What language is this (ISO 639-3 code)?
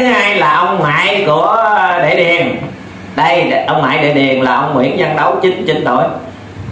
vie